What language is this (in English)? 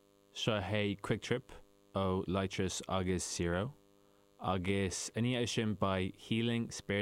Irish